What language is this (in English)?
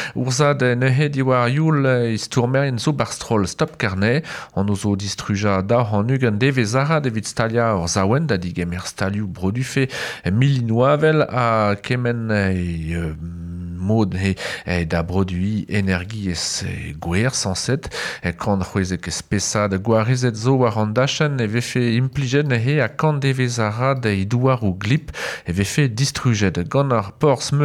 Breton